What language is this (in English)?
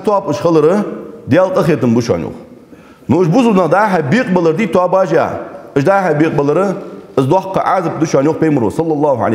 Ingush